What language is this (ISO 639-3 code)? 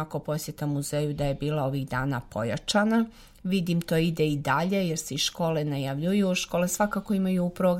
srp